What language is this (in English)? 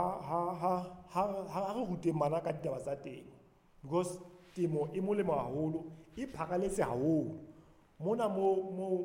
Southern Sotho